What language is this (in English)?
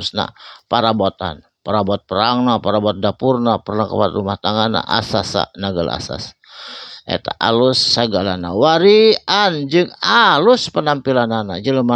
Sundanese